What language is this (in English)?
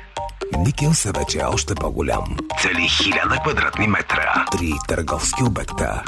Bulgarian